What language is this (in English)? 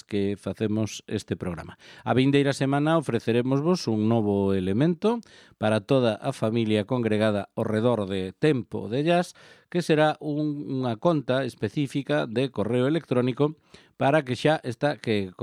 Galician